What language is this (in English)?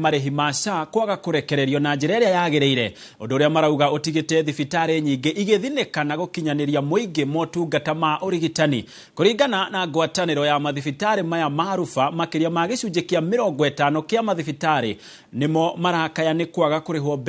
Kikuyu